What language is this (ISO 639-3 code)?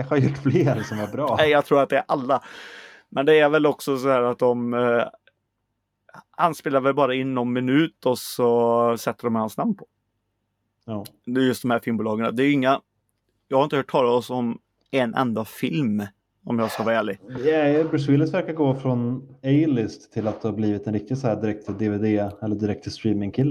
swe